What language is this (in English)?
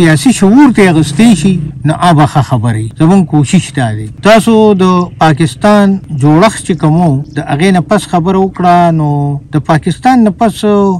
Pashto